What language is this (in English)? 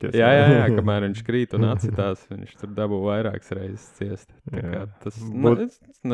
Latvian